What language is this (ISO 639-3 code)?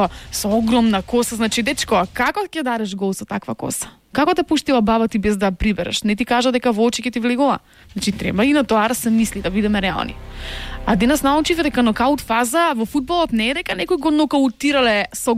mkd